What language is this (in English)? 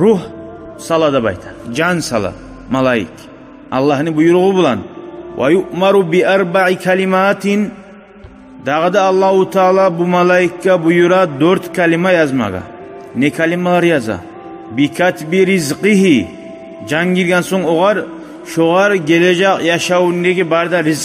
Kumyk